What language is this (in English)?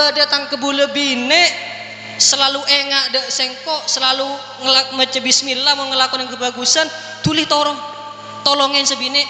Madurese